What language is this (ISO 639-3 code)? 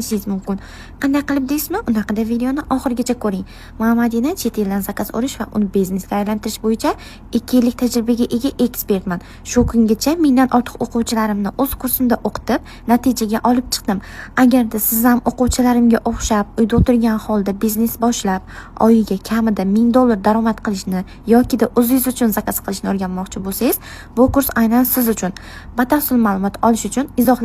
uzb